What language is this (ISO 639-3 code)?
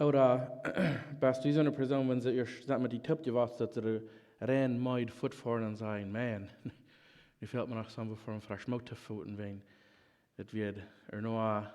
pdt